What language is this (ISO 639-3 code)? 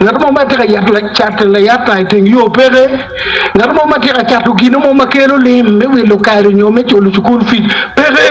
ach